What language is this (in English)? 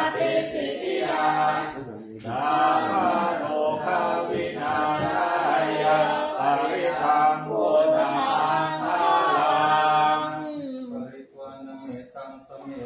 Pali